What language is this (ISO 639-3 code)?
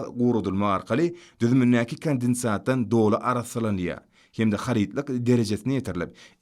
tuk